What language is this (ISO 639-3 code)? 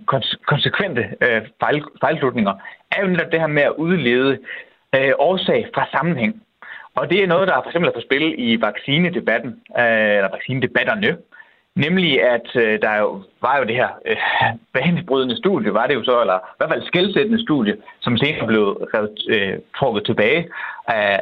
dan